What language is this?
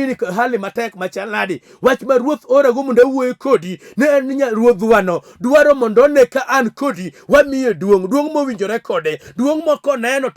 Luo (Kenya and Tanzania)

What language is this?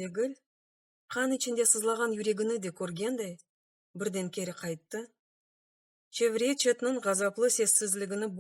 Crimean Tatar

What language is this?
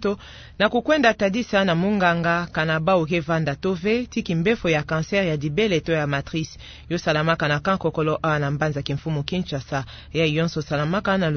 Kituba (Democratic Republic of Congo)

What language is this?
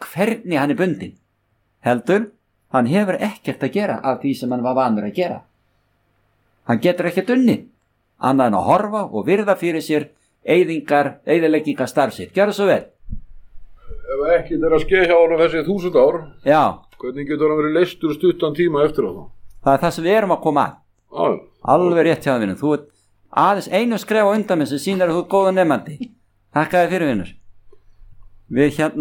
Icelandic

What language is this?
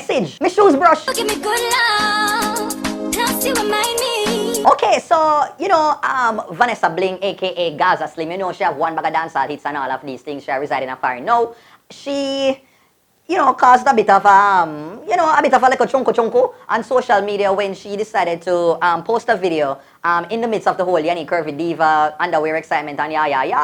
Jamaican Creole English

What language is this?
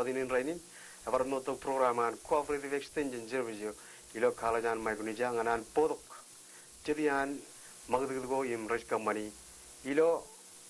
Marshallese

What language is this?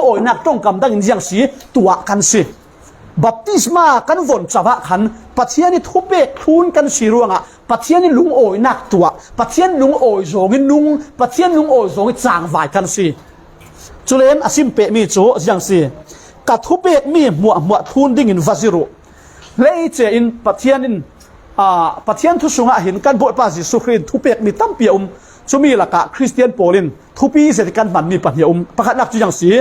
Falam Chin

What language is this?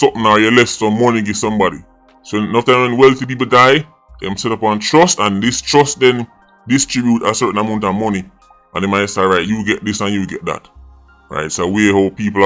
Jamaican Creole English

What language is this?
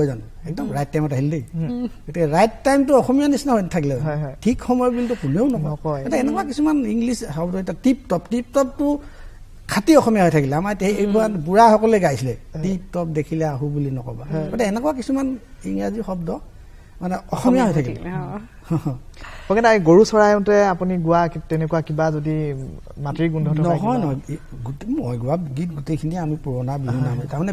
Assamese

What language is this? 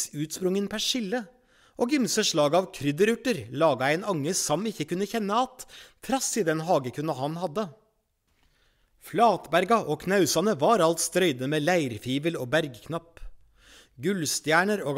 Norwegian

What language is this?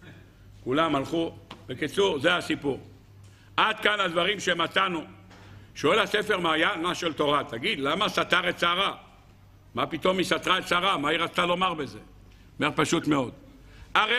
Hebrew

